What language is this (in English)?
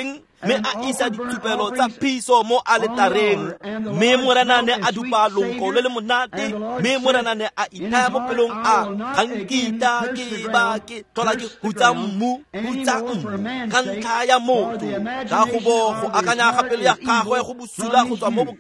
Tswana